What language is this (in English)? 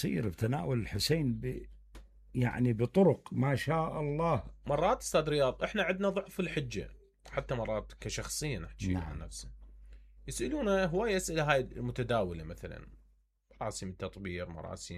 Mesopotamian Arabic